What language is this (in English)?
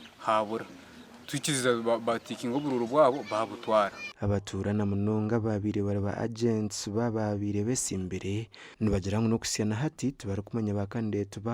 Nyankole